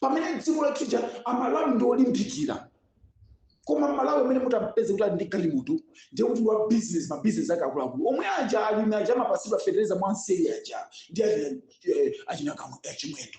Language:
Nyanja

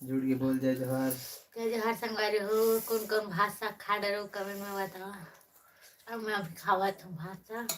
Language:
Chhattisgarhi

